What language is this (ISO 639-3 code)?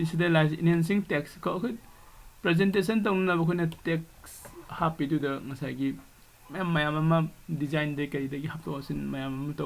mni